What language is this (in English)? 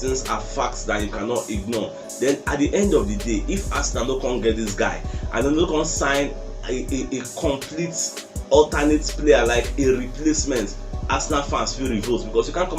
Nigerian Pidgin